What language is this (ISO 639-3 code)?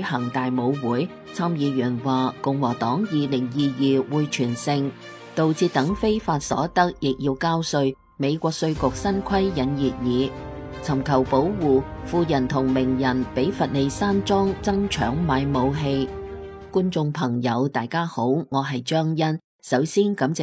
yue